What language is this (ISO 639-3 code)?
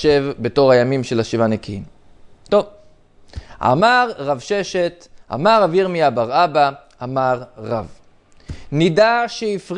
heb